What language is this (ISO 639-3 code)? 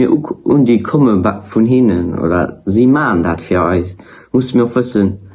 ltz